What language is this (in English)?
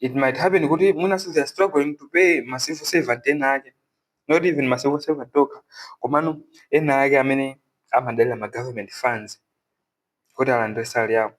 Nyanja